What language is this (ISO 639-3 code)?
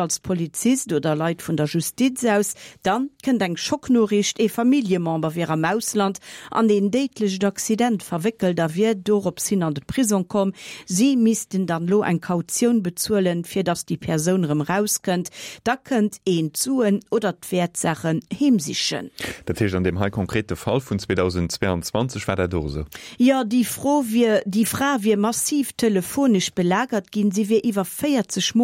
ltz